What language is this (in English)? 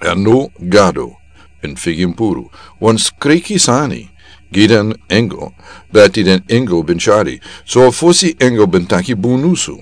Sranan Tongo